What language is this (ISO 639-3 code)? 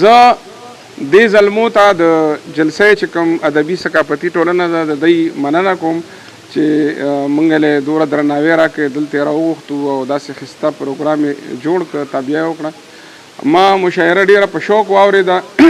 pus